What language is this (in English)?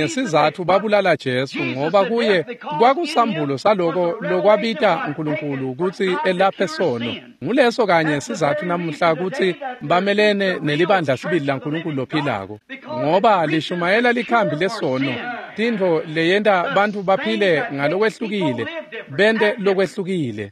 Swati